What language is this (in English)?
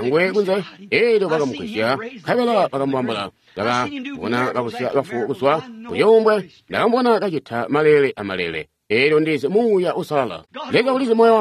Tonga (Zambia)